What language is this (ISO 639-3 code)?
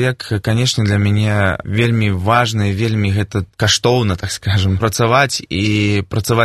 bel